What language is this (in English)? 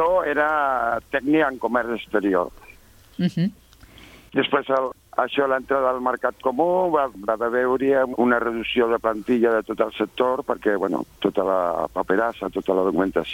Catalan